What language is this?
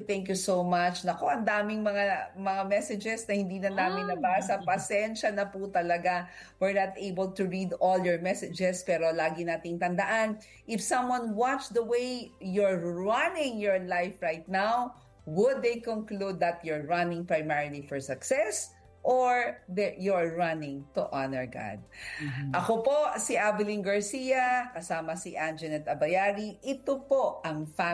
Filipino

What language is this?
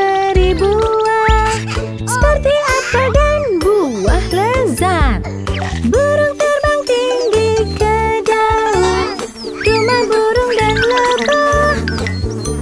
Indonesian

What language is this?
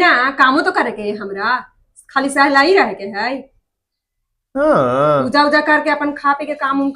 Magahi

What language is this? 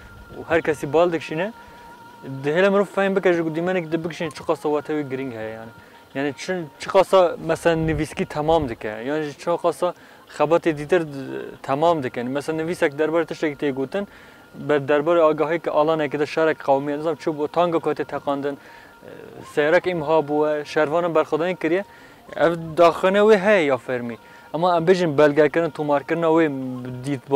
Kurdish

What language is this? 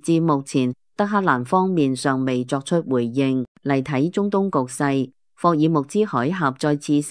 Cantonese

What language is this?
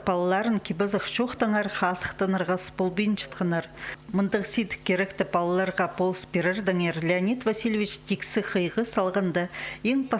Khakas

